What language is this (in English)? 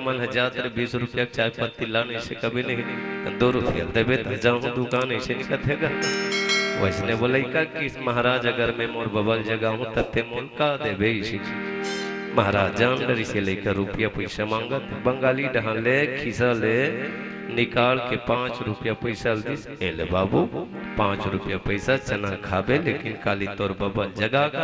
Chhattisgarhi